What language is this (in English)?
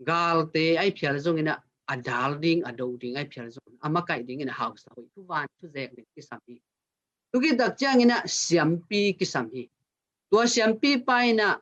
Tedim Chin